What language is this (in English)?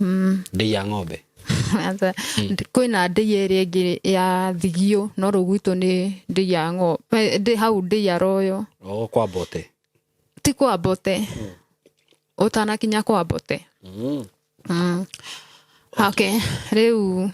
Kikuyu